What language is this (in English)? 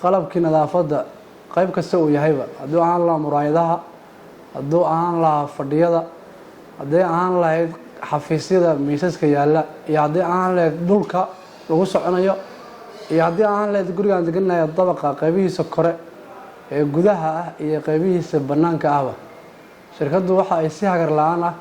Somali